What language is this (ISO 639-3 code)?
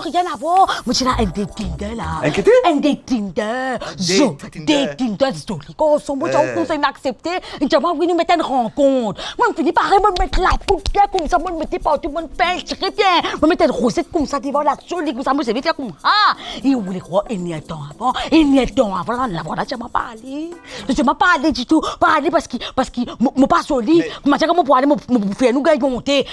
mfe